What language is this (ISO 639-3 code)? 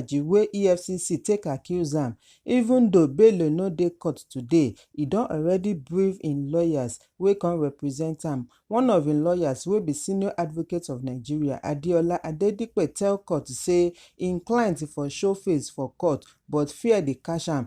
pcm